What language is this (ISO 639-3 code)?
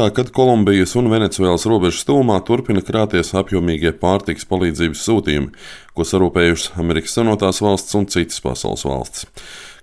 lav